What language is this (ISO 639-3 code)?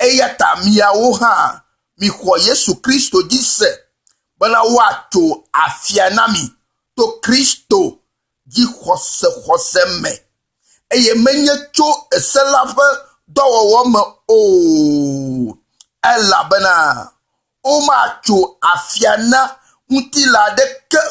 ewe